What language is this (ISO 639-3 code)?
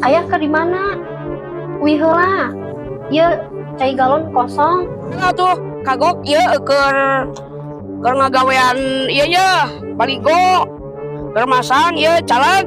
sun